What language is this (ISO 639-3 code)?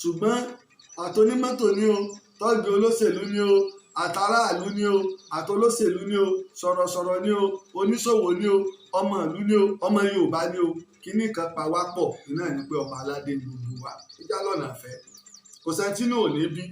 yor